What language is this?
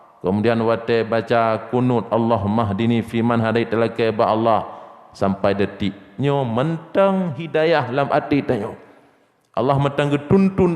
Achinese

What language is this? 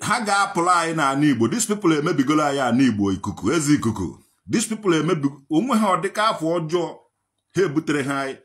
Igbo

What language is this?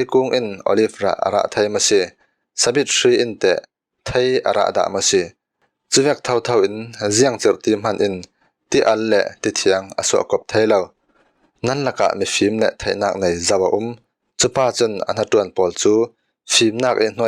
Falam Chin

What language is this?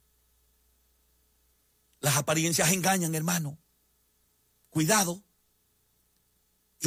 Spanish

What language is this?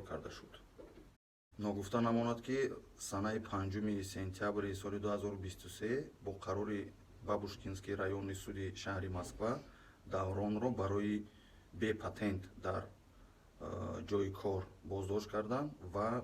Tajik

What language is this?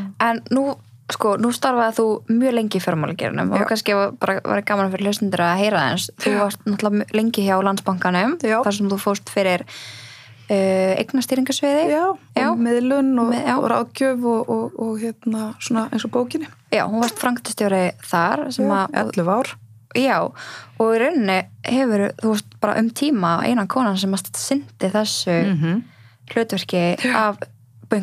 Icelandic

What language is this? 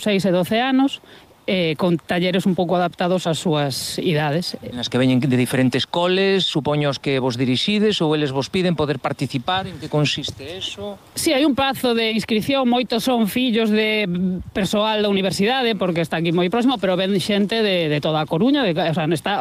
Galician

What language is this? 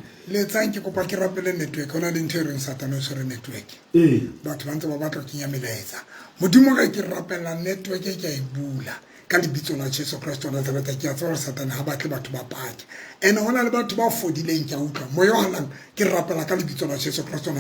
Southern Sotho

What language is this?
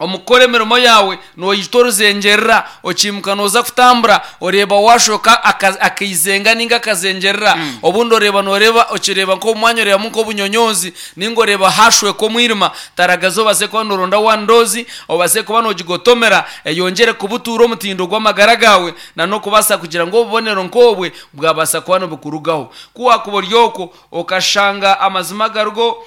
Nyankole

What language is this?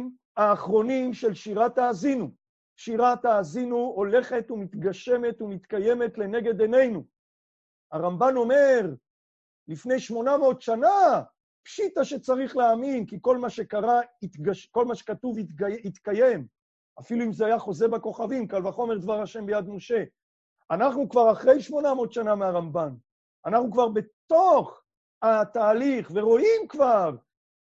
Hebrew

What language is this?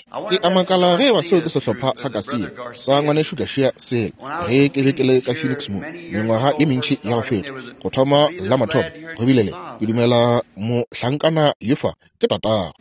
Northern Sotho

